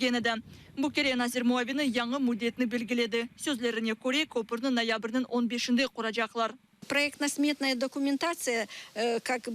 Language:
Crimean Tatar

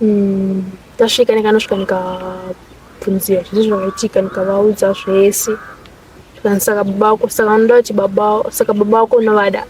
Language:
Shona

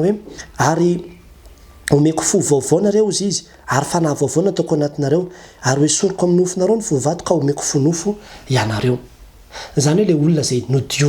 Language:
Malagasy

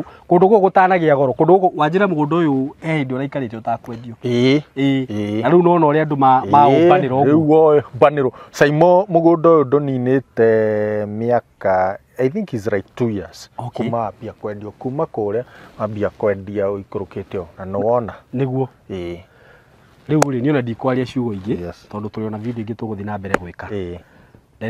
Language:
Kikuyu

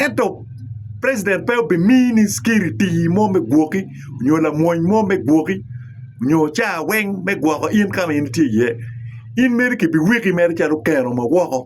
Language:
Acoli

